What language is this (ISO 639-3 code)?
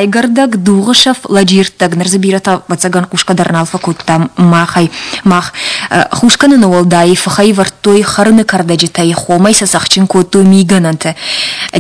oss